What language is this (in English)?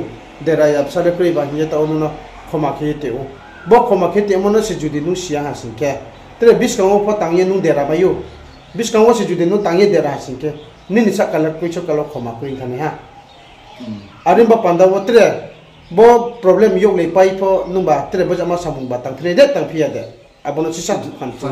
Riang (India)